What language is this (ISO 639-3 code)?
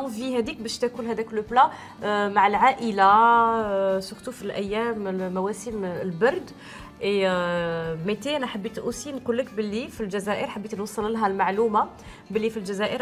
arq